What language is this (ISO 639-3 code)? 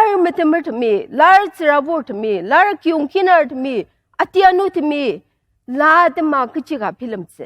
njo